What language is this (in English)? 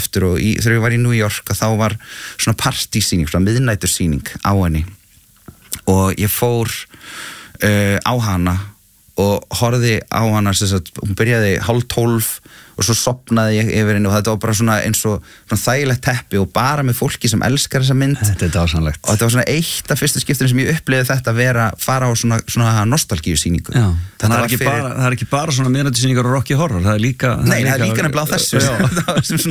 Icelandic